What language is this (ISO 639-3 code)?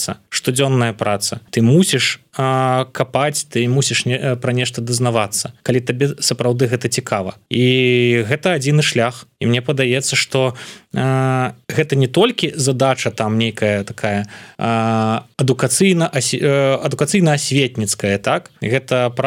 bel